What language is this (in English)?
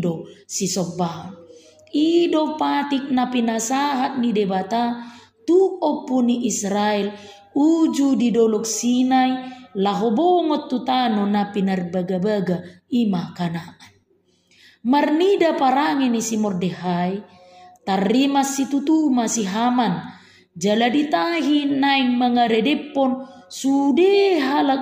Batak Toba